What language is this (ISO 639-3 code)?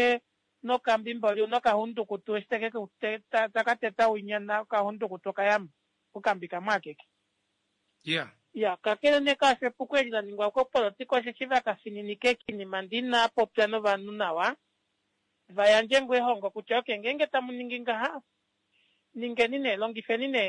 kua